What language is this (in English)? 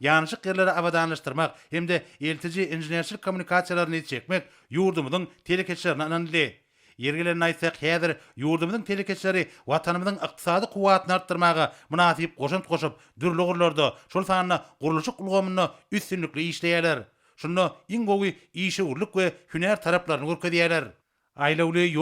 Turkmen